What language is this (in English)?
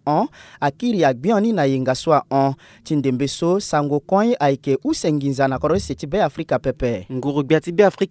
Sango